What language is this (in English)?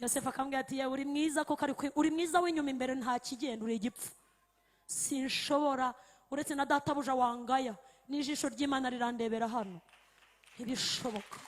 Kinyarwanda